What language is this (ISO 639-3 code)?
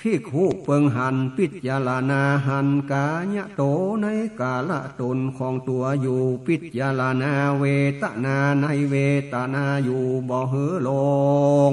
nod